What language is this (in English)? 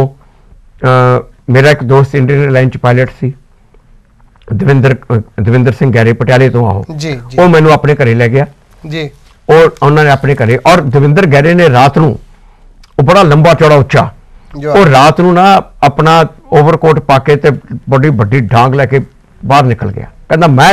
Punjabi